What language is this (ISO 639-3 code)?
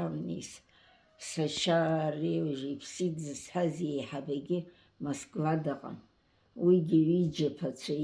abk